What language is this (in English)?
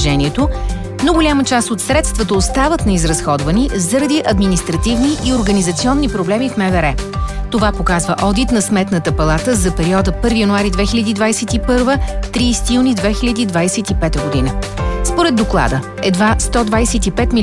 Bulgarian